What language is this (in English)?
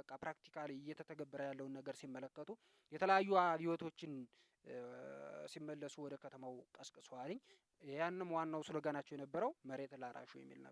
Amharic